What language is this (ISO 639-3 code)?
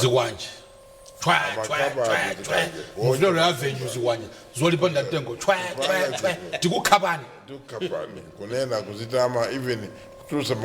nya